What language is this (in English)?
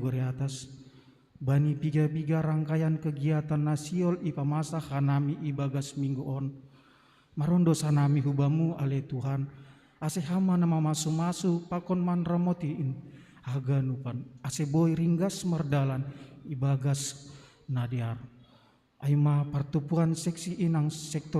Batak Simalungun